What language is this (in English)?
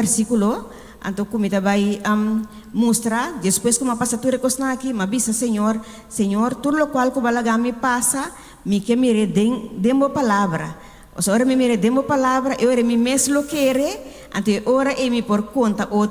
Papiamento